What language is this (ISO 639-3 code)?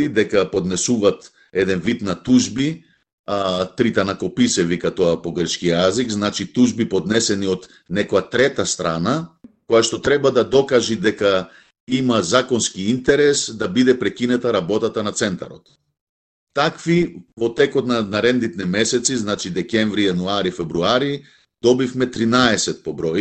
mkd